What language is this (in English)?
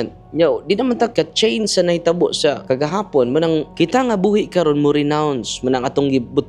Cebuano